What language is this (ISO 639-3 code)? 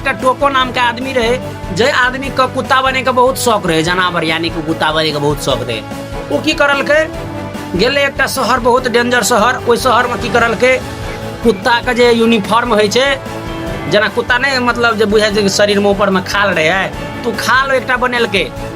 mai